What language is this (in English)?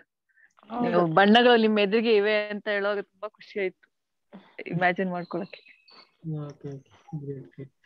Kannada